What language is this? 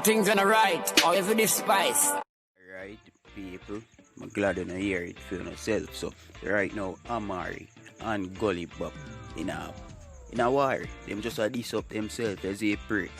Jamaican Creole English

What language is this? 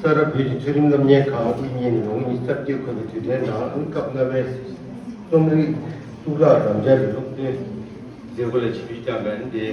Tibetan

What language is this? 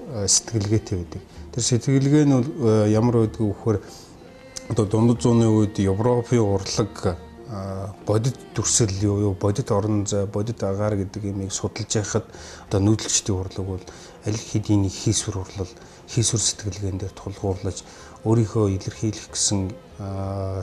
Mongolian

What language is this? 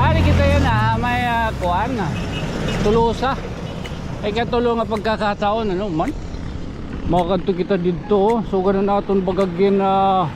Waray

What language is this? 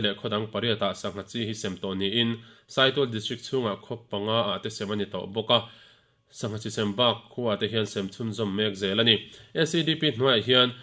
Mizo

